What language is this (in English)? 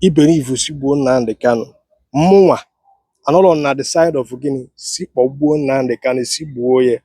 Igbo